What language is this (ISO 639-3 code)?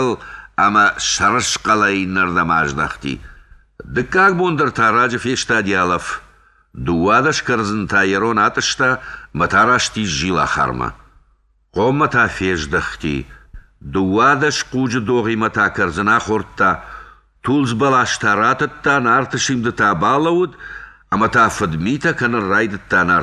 oss